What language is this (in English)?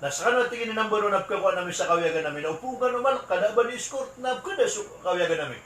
Maranao